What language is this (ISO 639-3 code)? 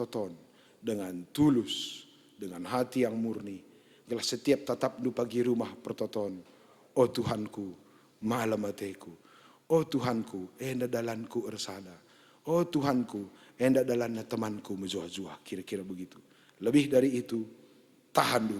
btx